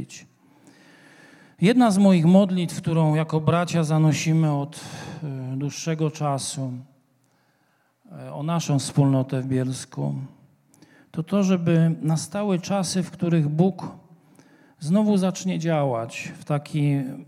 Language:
Polish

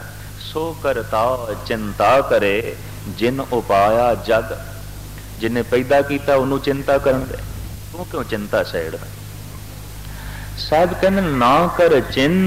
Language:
Punjabi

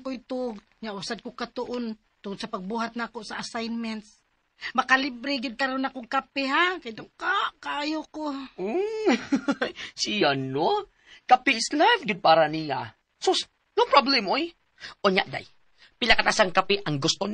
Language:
Cebuano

